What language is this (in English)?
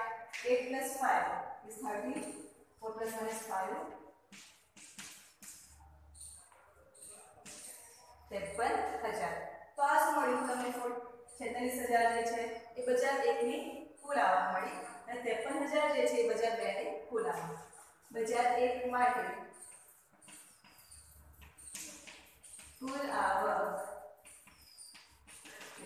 Gujarati